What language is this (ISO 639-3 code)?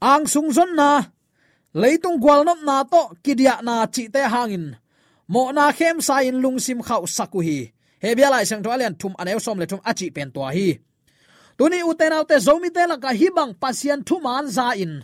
ctd